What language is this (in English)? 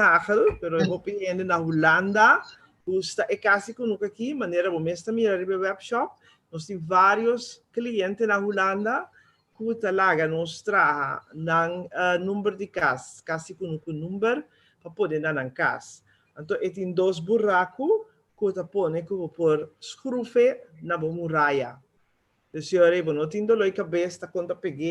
Papiamento